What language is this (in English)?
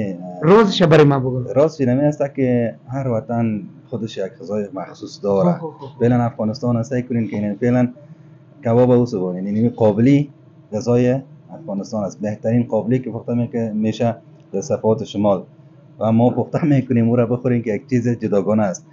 Persian